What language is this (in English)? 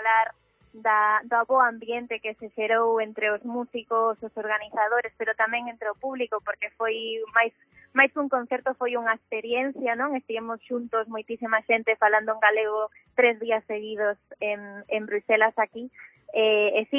Galician